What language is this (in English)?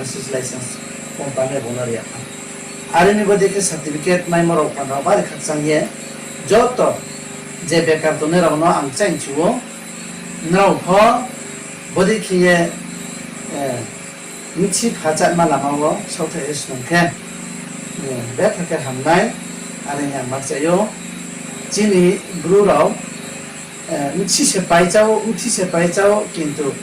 Riang (India)